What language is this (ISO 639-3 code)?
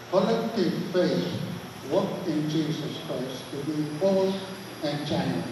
pon